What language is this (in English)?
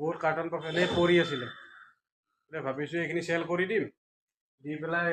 Assamese